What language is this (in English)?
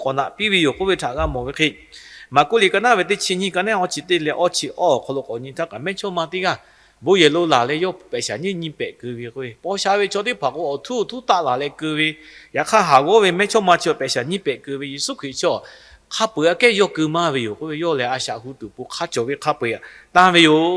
Lahu